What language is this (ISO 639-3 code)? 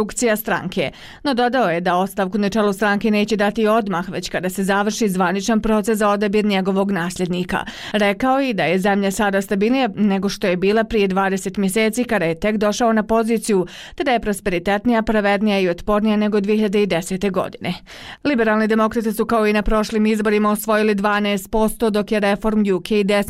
bos